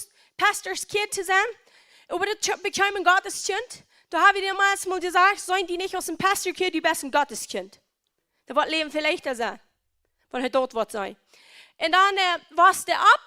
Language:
Plautdietsch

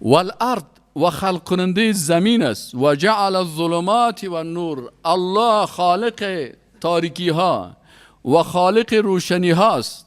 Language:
Persian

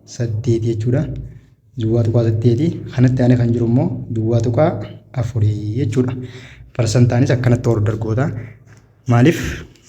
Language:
Oromo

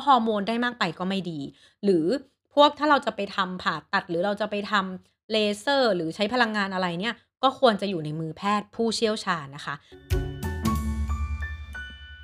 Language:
Thai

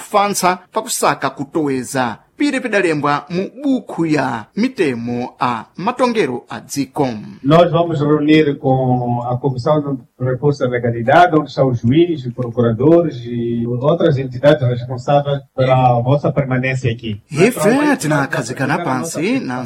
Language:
Sena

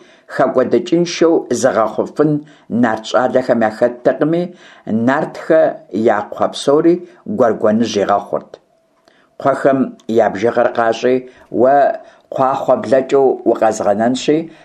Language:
Kabardian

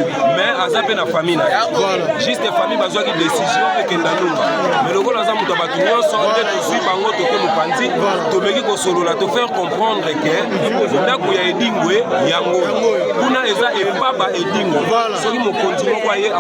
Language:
Lingala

